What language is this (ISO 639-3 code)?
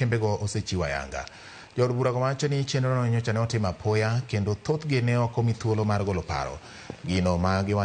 luo